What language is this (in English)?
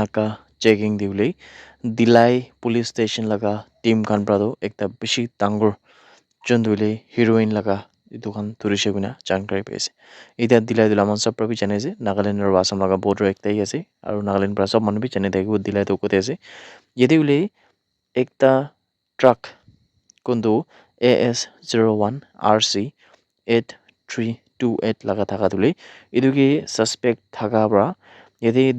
Naga Pidgin